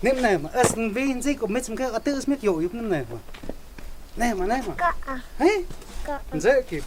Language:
Totontepec Mixe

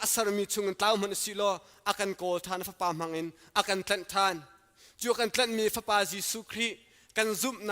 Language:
Hakha Chin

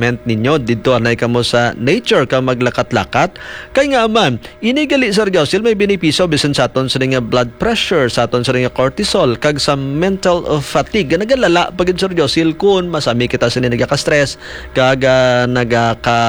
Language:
Hiligaynon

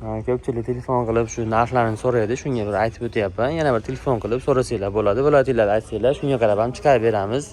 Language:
Uzbek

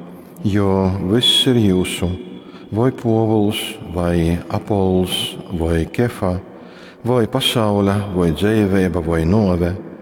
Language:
Latgalian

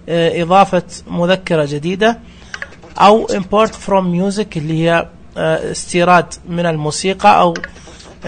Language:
Najdi Arabic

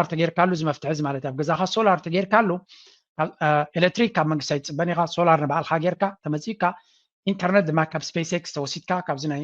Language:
Tigrinya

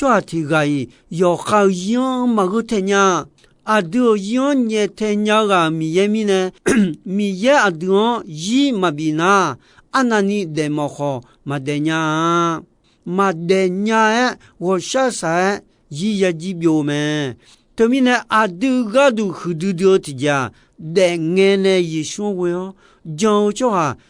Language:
Akha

